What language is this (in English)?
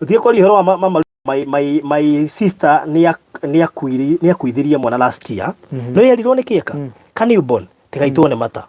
Kikuyu